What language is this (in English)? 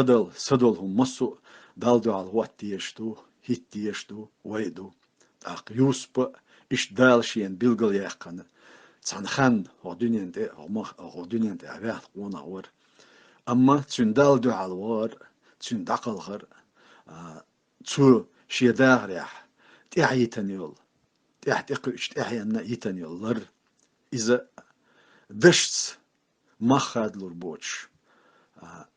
Chechen